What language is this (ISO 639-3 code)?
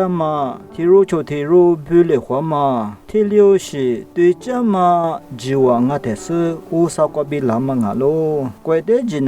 lis